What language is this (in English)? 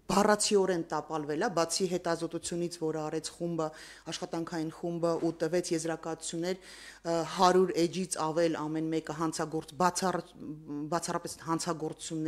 Armenian